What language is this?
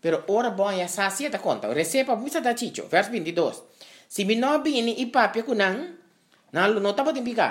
Papiamento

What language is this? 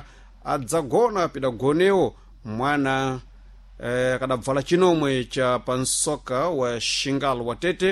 Sena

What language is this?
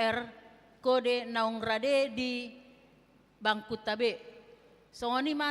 Batak Toba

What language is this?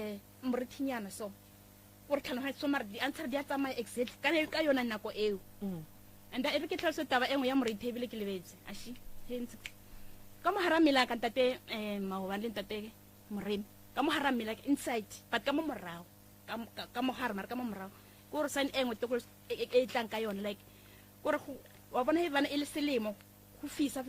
Northern Sotho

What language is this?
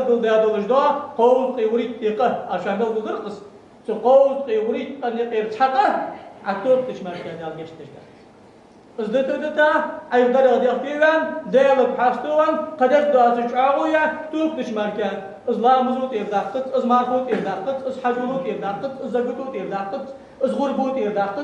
Ingush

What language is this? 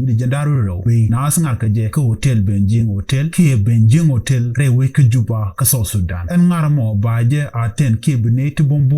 Nuer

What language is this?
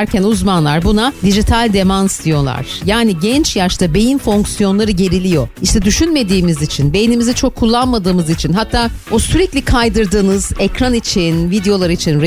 Turkish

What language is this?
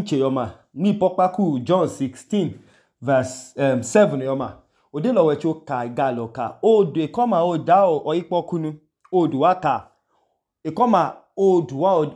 Idoma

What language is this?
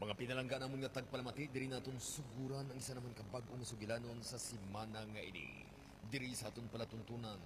Hiligaynon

